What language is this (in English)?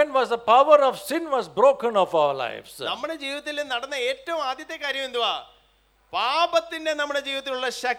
Malayalam